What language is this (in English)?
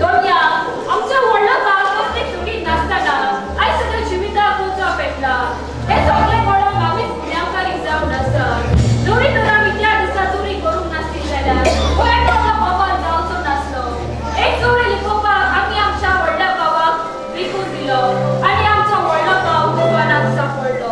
Konkani